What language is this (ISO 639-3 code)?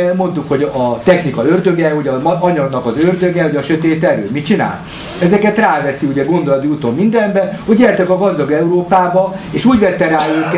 hun